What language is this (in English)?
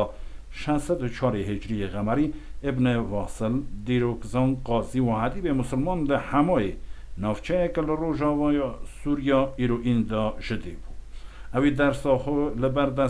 Kurdish